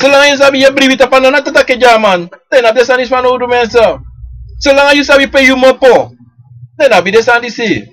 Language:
Sranan Tongo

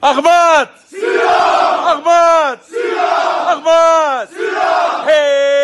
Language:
Chechen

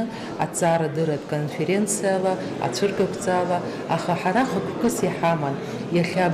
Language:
Abkhazian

